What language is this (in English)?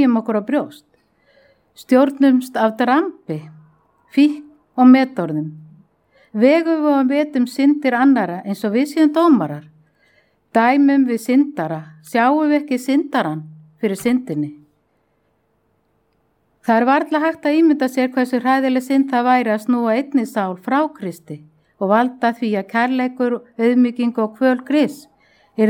Icelandic